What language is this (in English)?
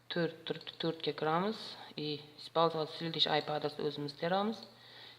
Uzbek